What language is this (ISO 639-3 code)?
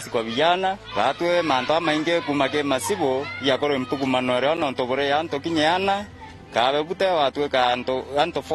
mer